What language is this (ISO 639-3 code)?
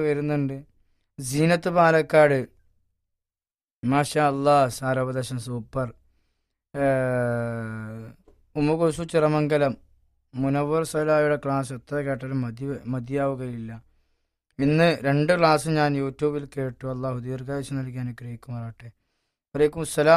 mal